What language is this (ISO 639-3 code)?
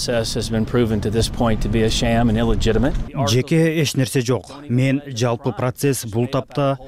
kir